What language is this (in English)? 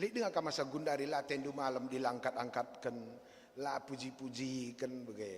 Batak Karo